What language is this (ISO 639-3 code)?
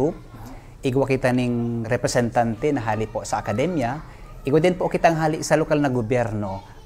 bik